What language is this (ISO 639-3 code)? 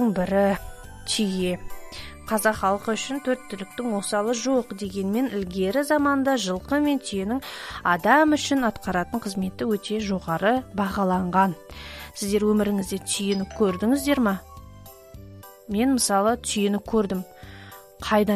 kaz